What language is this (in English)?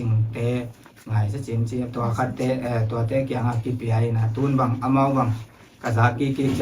Tedim Chin